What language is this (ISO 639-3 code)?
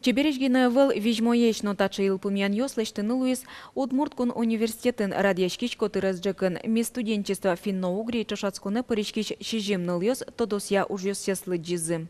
udm